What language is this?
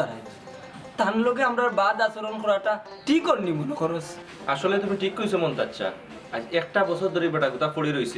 Sylheti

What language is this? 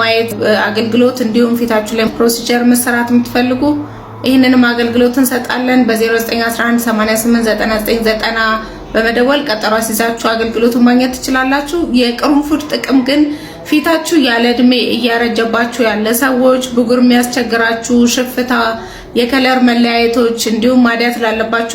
Amharic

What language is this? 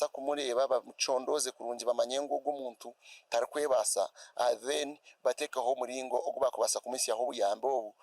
Nyankole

